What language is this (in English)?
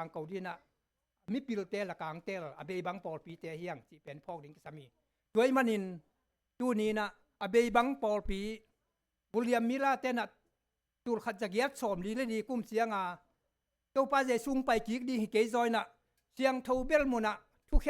Tedim Chin